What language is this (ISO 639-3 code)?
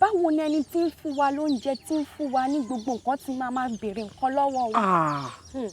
yor